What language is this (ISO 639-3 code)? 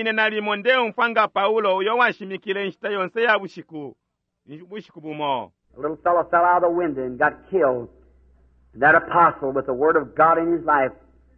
bem